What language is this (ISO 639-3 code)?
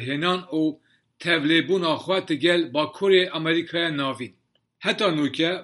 kur